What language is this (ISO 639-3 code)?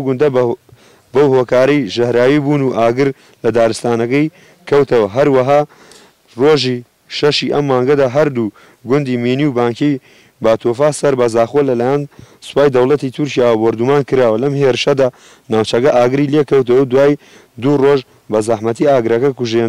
ckb